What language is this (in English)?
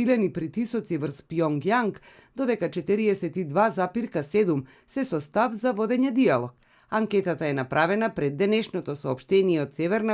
Macedonian